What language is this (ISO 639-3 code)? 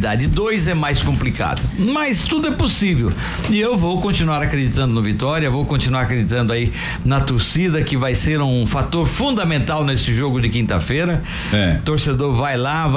por